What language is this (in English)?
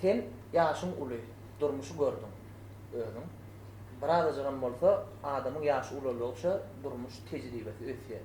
Turkmen